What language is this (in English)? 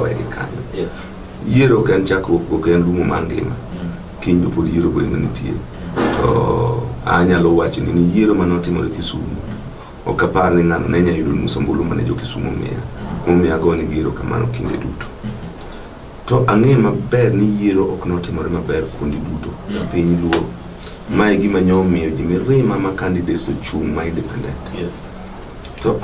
Luo (Kenya and Tanzania)